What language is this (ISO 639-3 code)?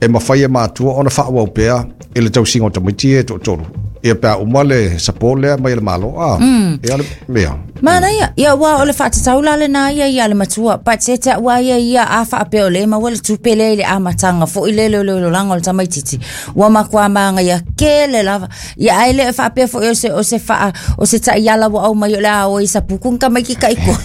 smo